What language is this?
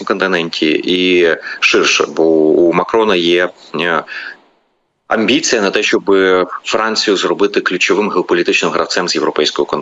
Ukrainian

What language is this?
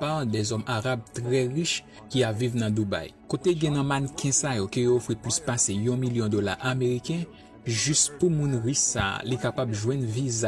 Haitian Creole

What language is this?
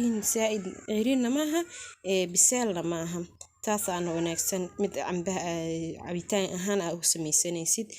Somali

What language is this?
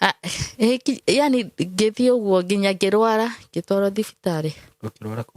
Kikuyu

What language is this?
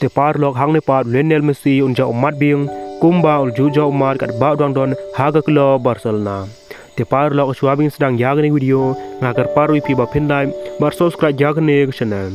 Khasi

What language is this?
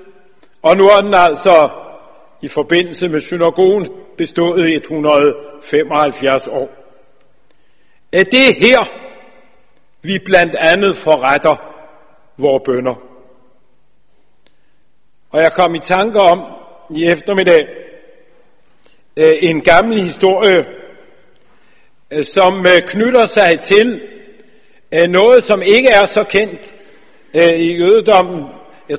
Danish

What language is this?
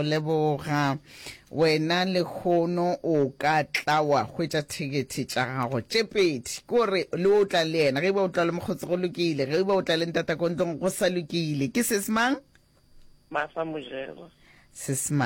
Northern Sotho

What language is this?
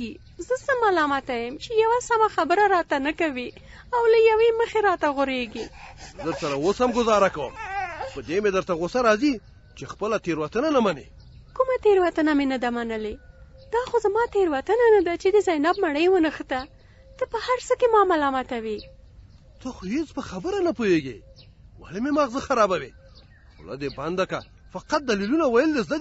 Pashto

